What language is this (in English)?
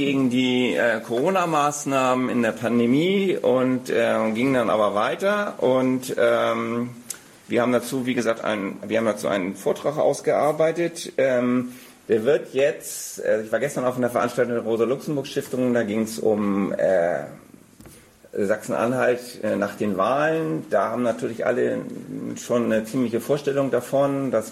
German